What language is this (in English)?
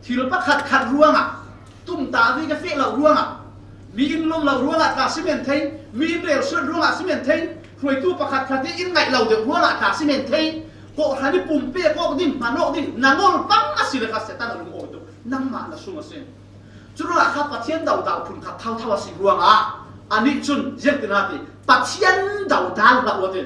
Falam Chin